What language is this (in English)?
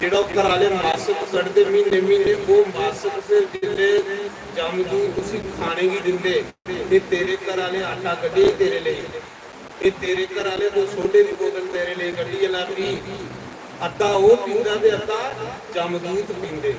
Dogri